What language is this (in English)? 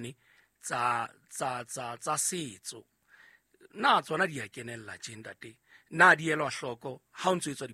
Southern Sotho